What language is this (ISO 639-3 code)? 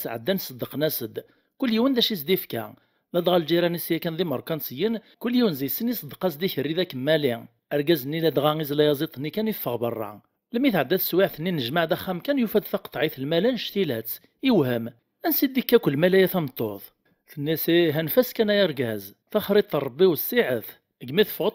kab